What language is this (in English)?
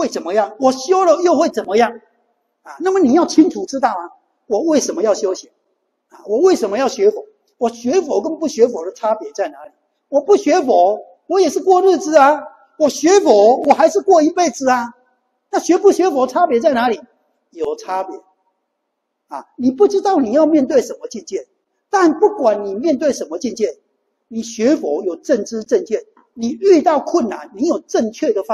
Chinese